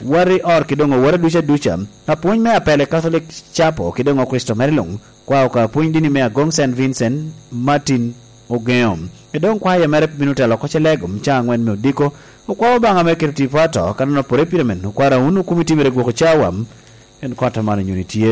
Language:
Lango (Uganda)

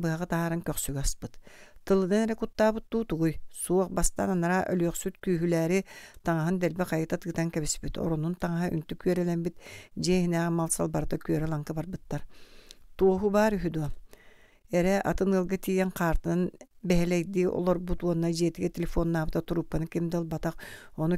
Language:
Yakut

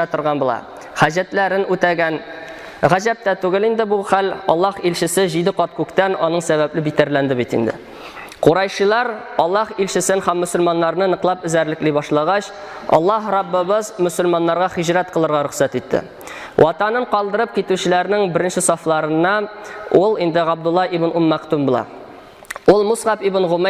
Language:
Tatar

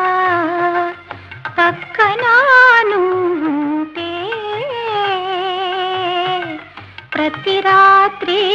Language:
Telugu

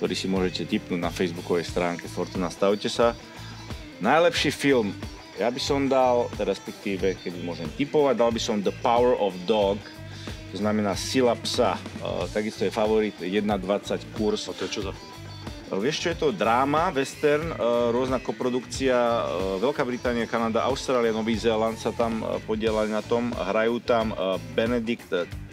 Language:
Slovak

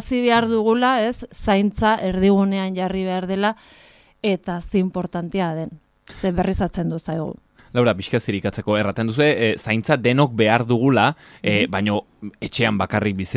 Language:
Basque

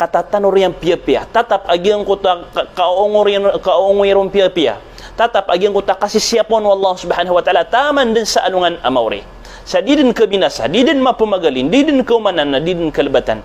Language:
Maranao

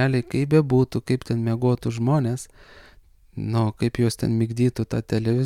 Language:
Lithuanian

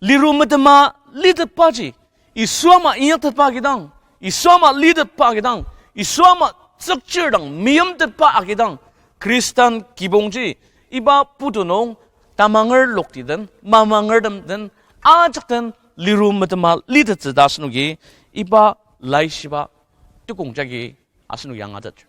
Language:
Ao Naga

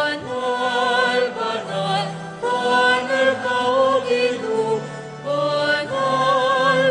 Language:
Pampanga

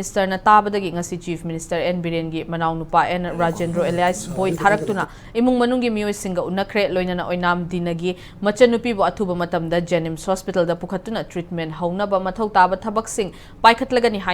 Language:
Manipuri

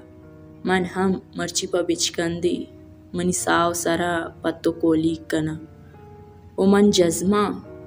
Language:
Baluchi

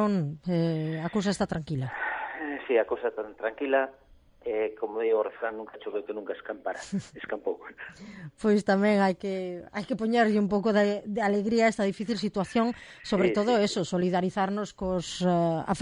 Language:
Galician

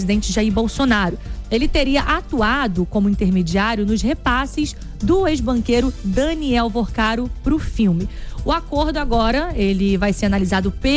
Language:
Portuguese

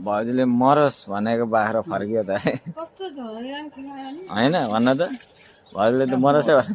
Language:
Nepali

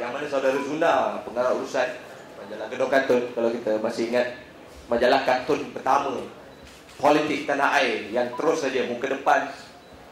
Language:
Malay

